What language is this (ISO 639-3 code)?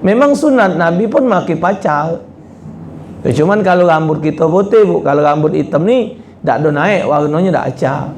mui